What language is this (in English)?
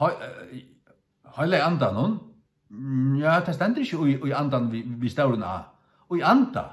Faroese